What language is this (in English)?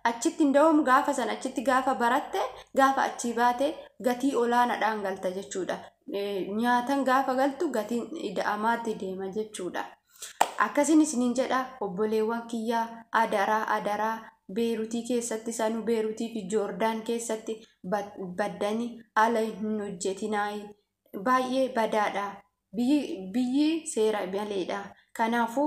Oromo